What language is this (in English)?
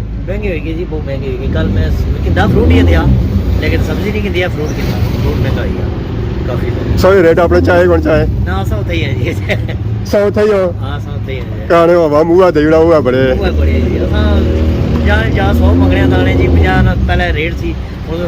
Pahari-Potwari